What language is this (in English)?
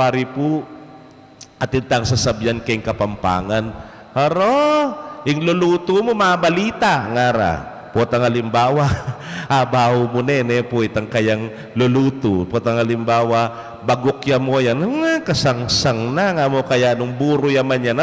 Pampanga